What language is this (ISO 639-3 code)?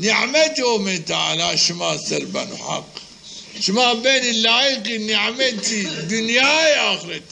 zza